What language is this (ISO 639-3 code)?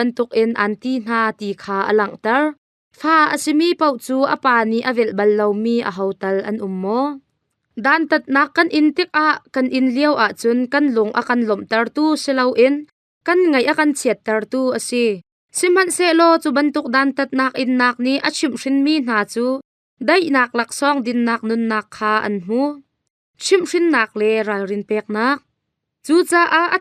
cnh